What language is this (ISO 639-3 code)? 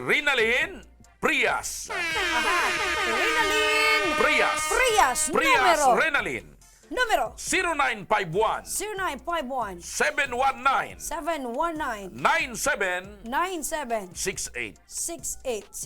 bik